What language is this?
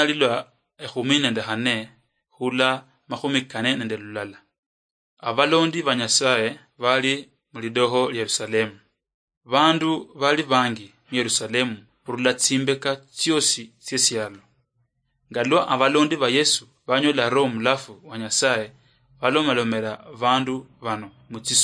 Luyia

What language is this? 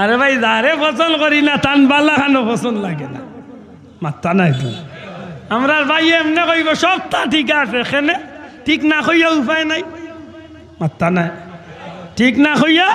Sylheti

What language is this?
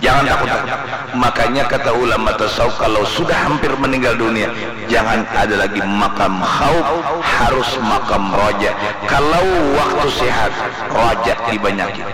Banjar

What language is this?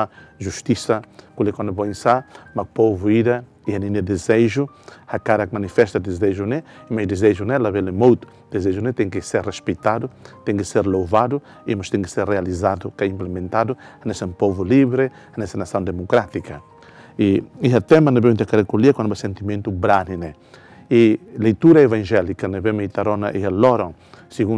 Tetum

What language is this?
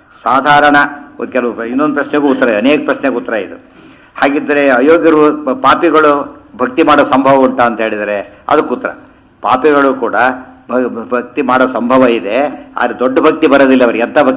Kannada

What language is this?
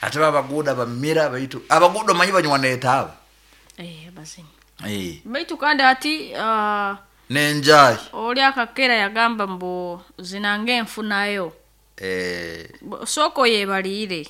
Nyoro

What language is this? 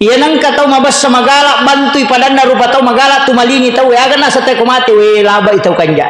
Buginese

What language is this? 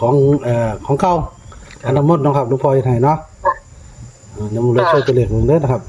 Northeastern Thai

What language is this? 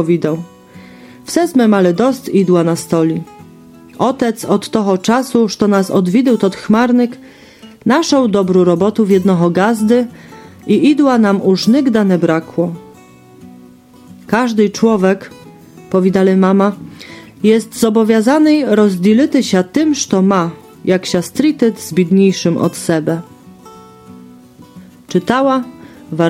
Rusyn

